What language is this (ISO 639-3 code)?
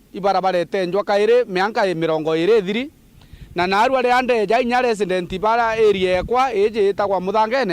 mer